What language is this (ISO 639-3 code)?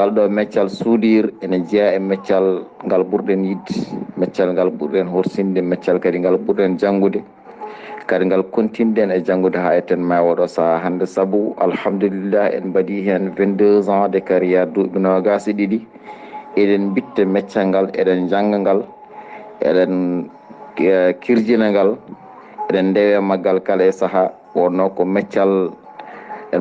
ful